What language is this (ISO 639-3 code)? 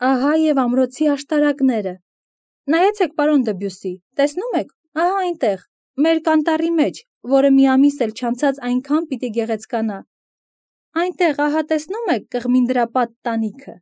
hye